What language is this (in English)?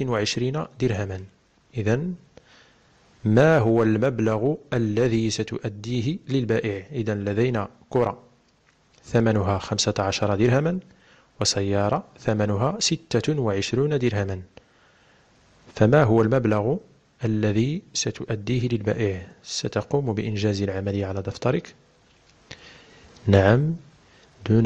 Arabic